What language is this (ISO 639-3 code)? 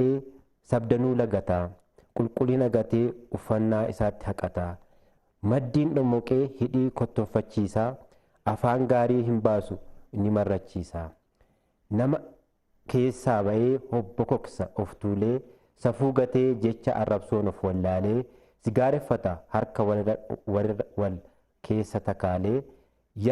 orm